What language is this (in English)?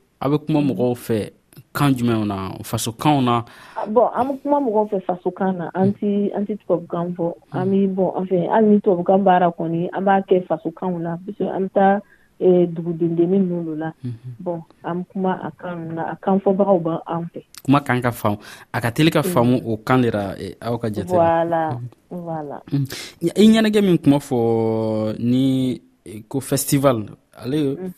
Dyula